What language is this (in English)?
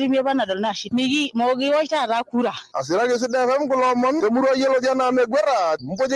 Masai